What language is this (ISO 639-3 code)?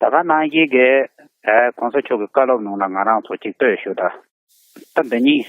bod